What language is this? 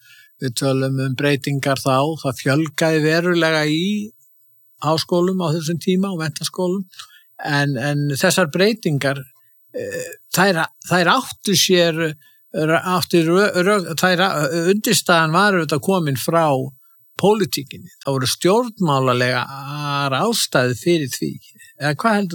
Icelandic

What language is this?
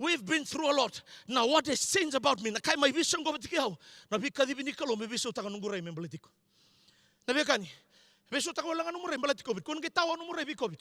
Fijian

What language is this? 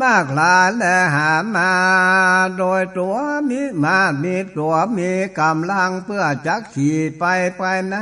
Northern Thai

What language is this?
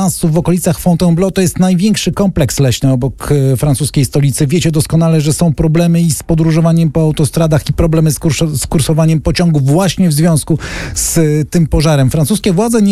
Polish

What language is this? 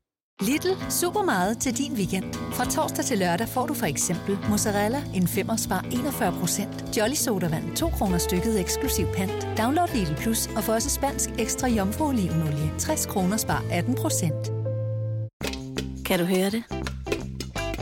Danish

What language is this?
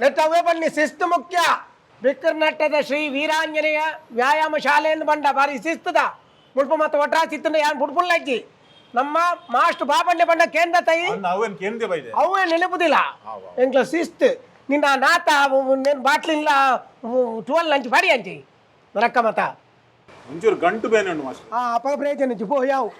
Tulu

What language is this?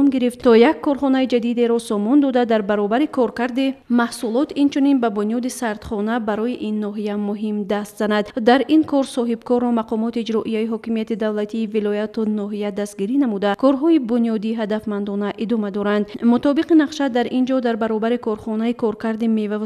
Tajik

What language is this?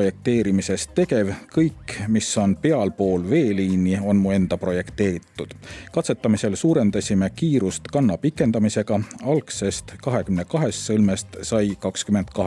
Estonian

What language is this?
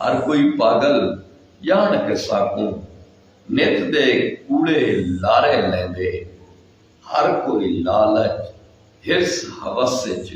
Saraiki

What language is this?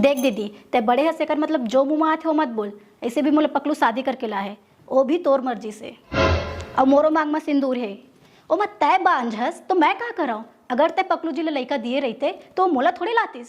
Chhattisgarhi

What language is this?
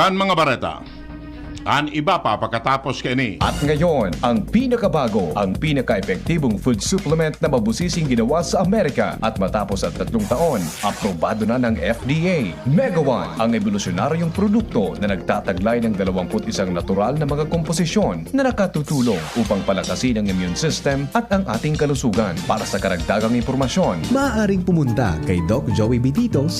Bikol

